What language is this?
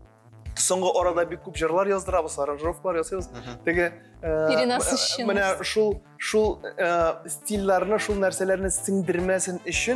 Tatar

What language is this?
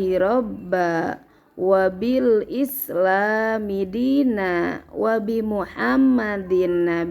Sundanese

